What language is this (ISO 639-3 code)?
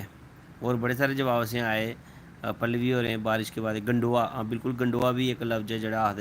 doi